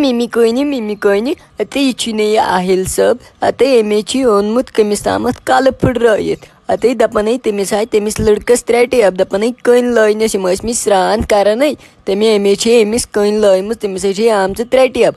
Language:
Kashmiri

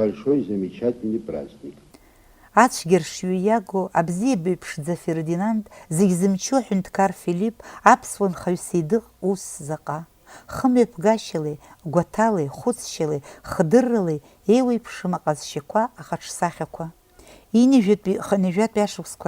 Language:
Abkhazian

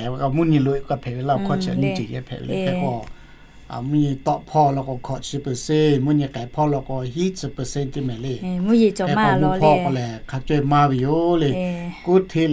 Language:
Lahu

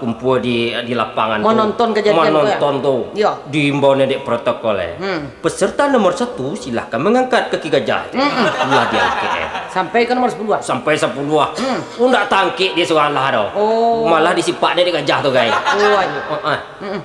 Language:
Minangkabau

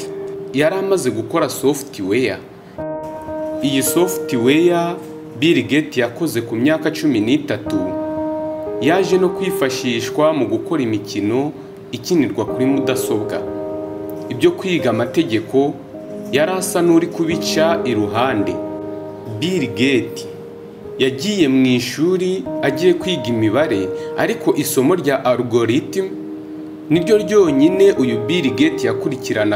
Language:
Kinyarwanda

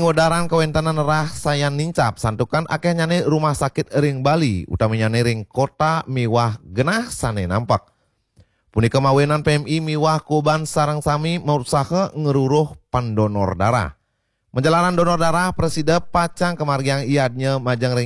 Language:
Balinese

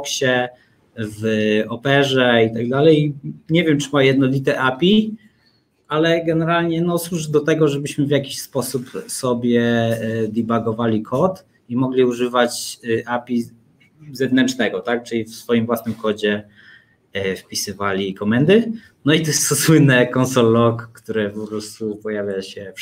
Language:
Polish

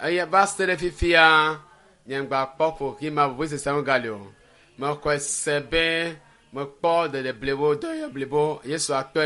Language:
Ewe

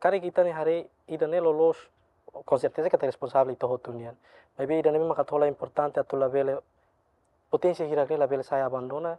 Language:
Tetum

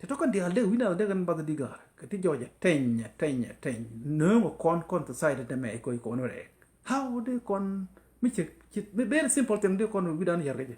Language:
Nuer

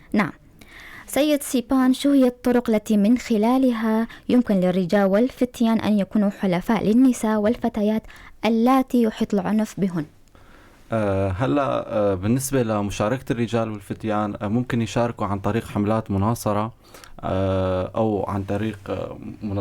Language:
North Levantine Arabic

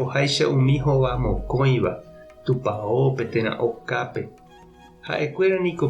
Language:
Guarani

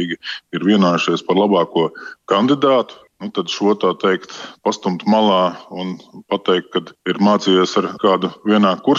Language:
Latvian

